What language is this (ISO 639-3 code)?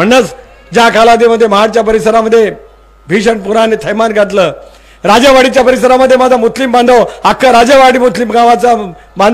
mar